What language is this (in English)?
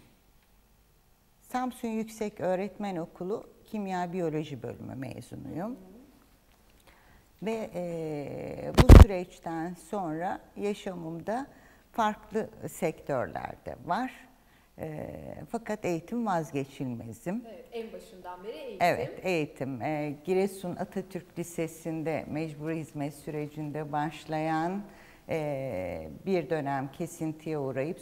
Turkish